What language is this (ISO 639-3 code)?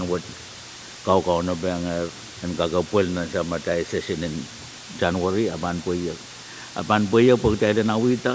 pon